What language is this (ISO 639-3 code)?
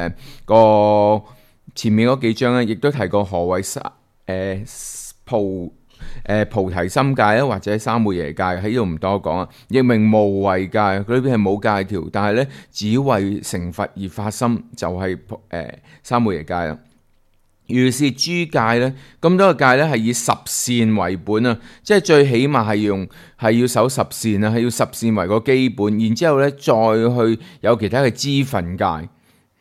yue